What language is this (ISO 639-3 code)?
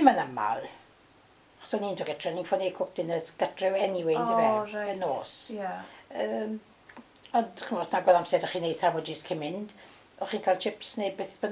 cym